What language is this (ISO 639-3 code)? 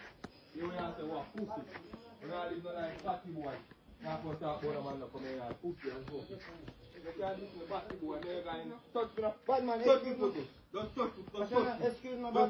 jam